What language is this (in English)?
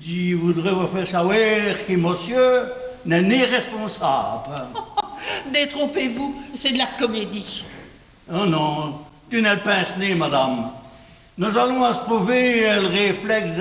Walloon